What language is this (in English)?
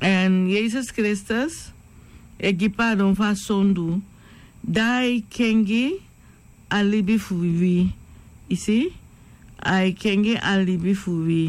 Sranan Tongo